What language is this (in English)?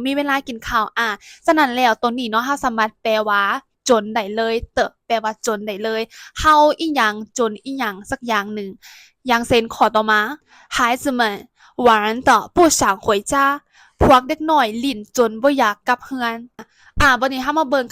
Lao